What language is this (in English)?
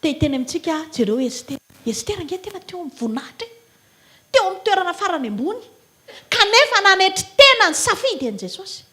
Malagasy